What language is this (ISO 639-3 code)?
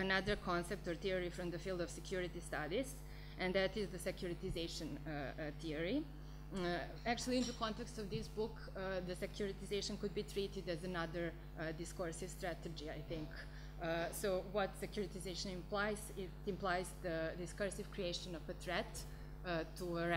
eng